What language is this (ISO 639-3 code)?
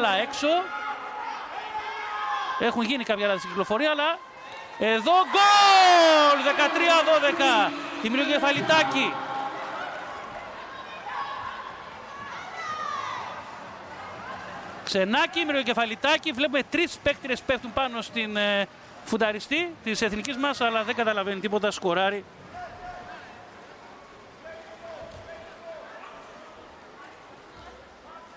ell